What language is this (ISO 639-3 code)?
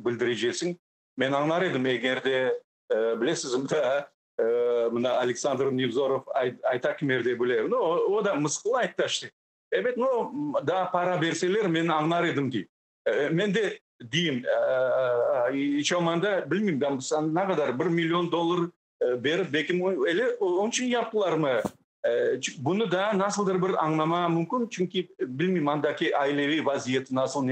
crh